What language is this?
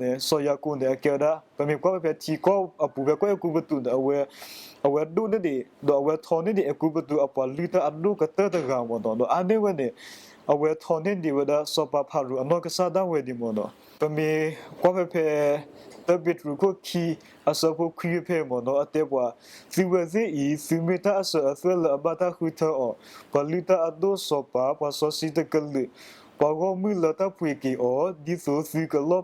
S'gaw Karen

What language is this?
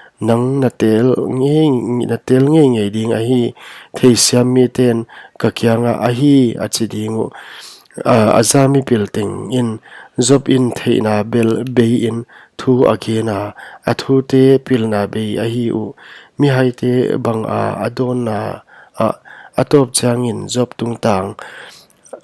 Paite Chin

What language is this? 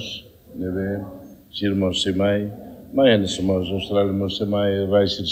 Tetum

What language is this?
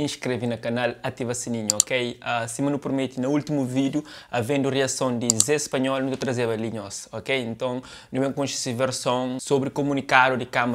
Kabuverdianu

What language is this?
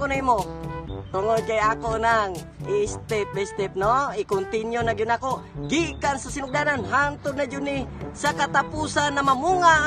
Cebuano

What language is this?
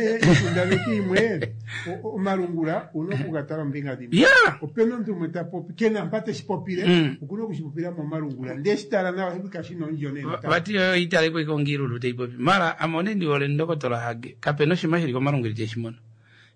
Kuanyama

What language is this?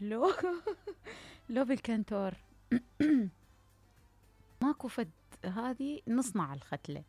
Mesopotamian Arabic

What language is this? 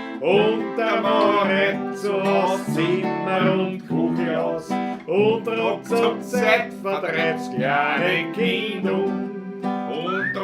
Bavarian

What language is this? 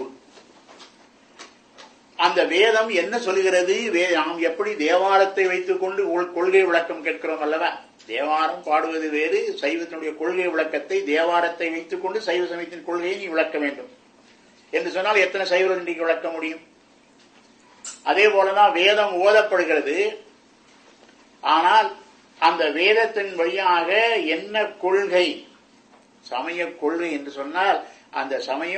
Tamil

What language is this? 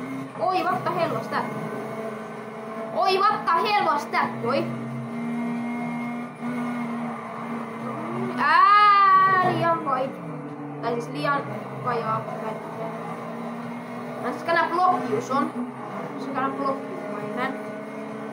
Finnish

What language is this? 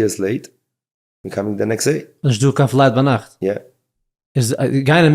Yiddish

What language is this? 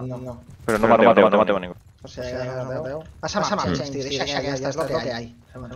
Catalan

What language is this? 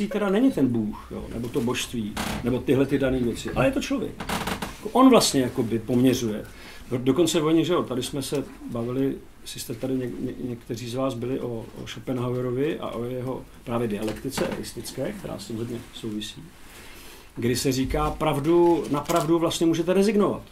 Czech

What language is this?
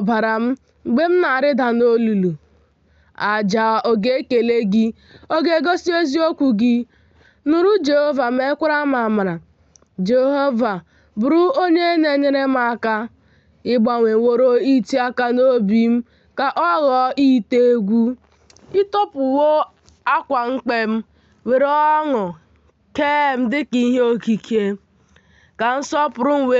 Igbo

